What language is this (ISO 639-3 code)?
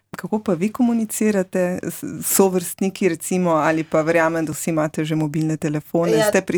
slv